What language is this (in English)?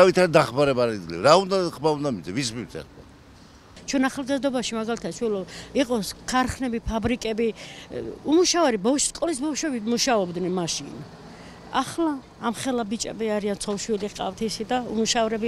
Georgian